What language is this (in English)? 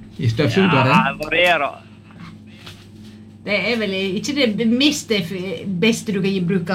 Norwegian